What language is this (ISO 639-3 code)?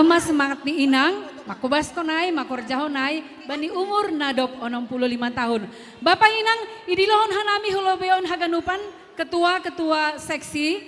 bts